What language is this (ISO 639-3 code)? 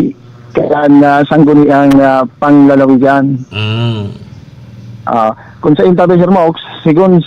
bik